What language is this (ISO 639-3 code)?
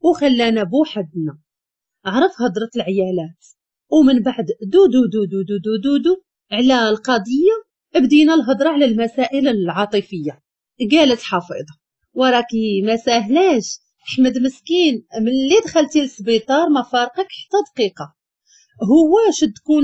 ary